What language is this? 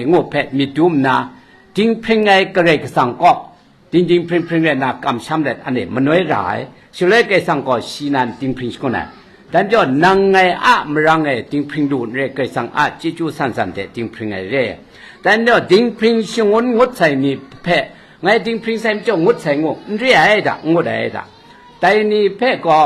Kachin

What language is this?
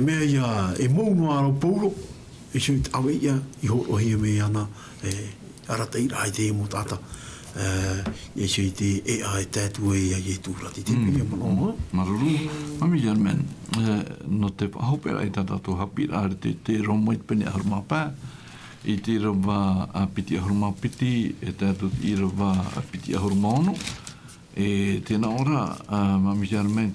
Tahitian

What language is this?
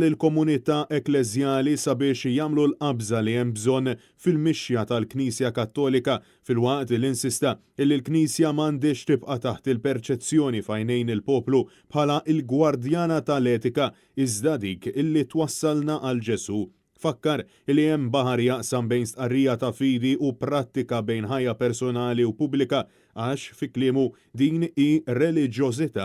Maltese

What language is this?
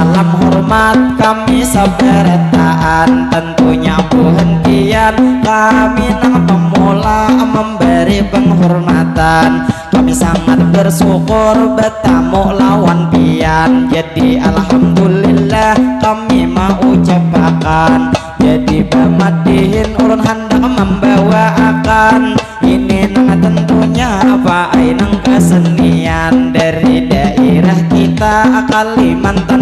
Banjar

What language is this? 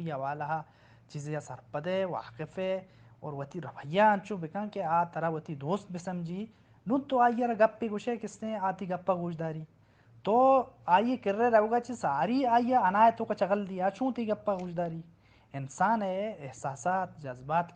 Baluchi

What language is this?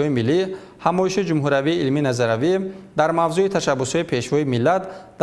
Tajik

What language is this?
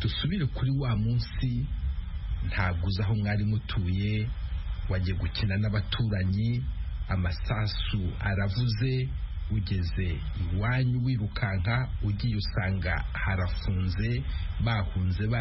Kinyarwanda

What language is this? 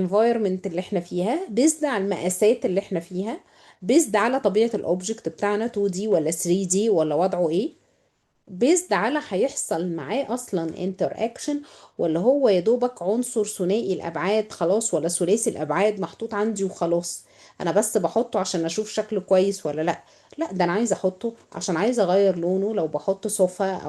Egyptian Arabic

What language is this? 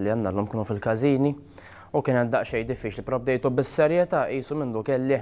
Maltese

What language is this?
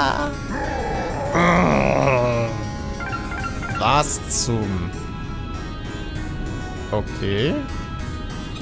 German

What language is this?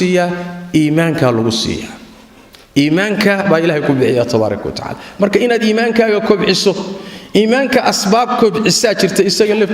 Somali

